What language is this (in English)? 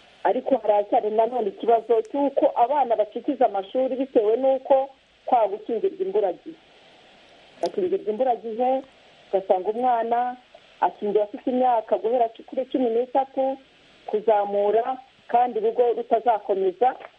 Kinyarwanda